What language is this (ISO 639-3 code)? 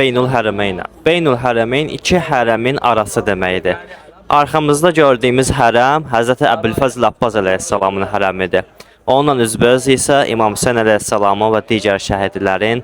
aze